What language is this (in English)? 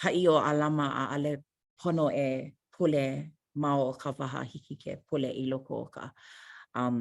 Hawaiian